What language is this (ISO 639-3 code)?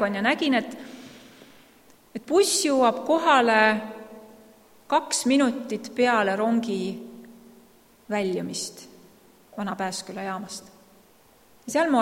est